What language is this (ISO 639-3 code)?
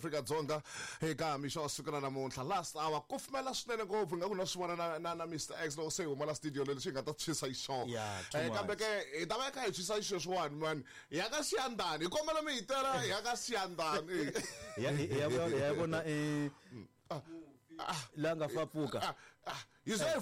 tso